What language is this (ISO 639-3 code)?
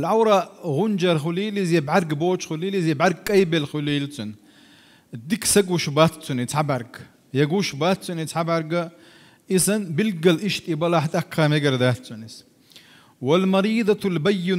che